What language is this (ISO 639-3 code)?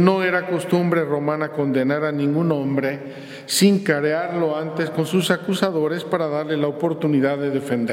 spa